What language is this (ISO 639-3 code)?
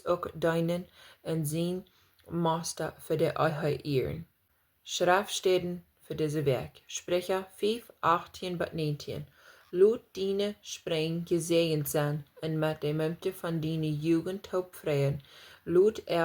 pdt